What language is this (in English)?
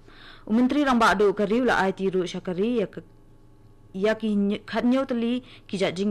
Khasi